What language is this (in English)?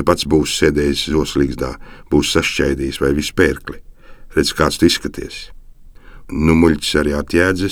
Latvian